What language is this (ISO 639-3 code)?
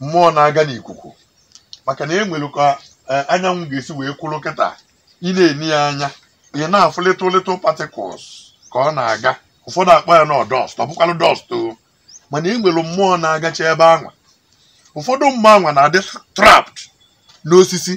ibo